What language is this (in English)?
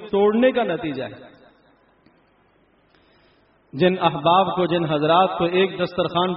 Urdu